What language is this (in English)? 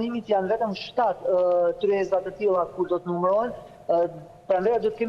Albanian